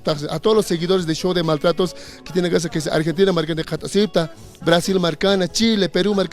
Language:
Aymara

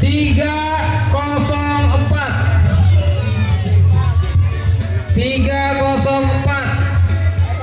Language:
Banjar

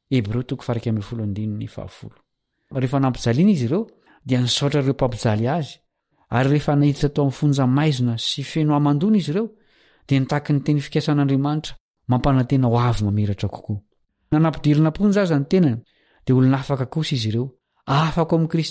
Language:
Malagasy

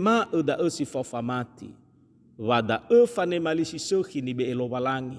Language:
Nias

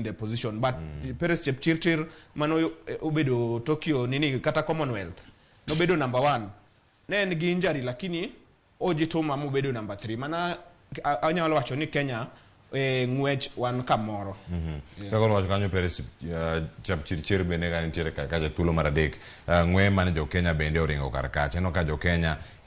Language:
Luo (Kenya and Tanzania)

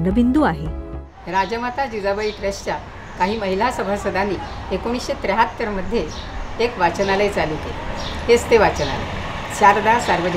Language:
Marathi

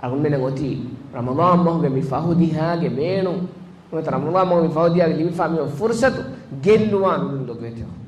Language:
Divehi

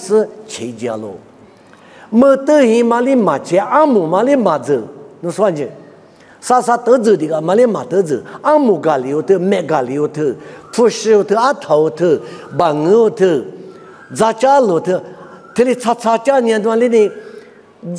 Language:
Lisu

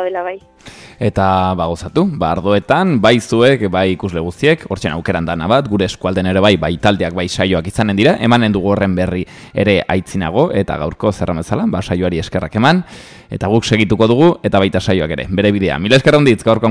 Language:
Basque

